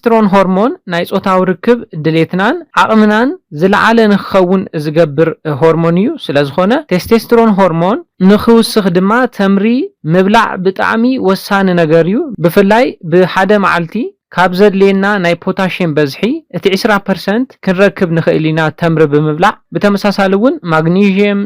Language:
Tigrinya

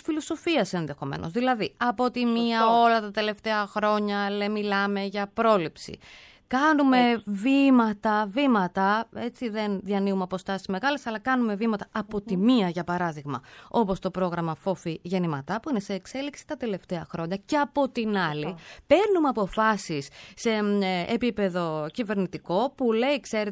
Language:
Greek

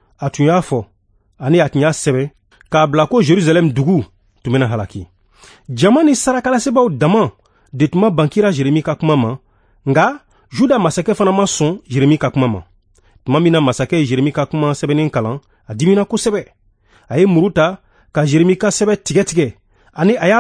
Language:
Bambara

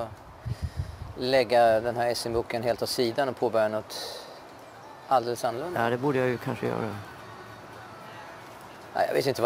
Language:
Swedish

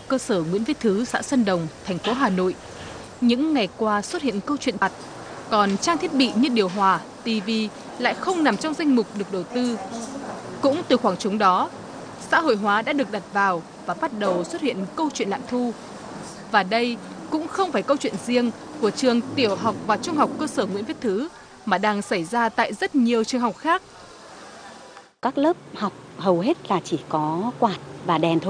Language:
Vietnamese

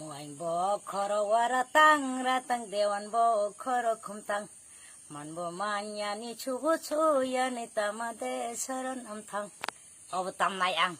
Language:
Kok Borok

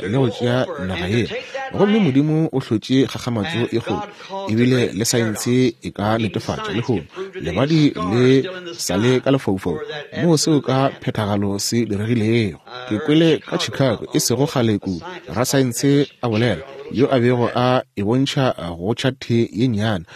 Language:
Northern Sotho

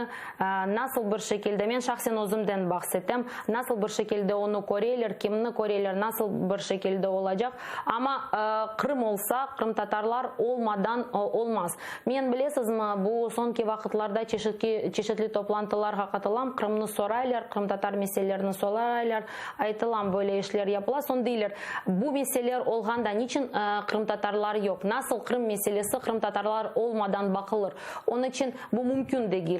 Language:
Crimean Tatar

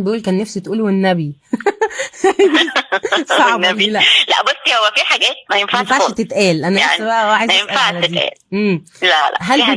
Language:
Egyptian Arabic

